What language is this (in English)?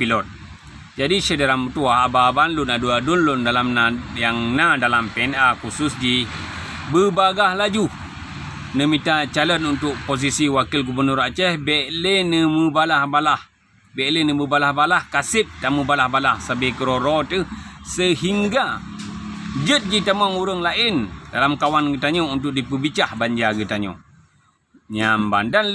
Achinese